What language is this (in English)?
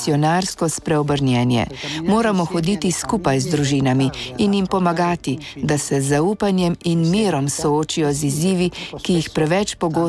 Slovenian